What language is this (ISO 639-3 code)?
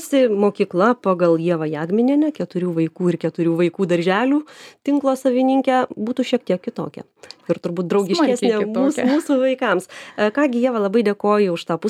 lit